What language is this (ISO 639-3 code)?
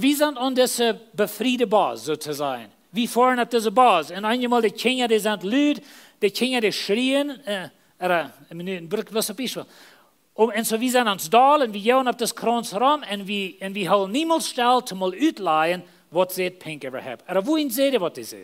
pdt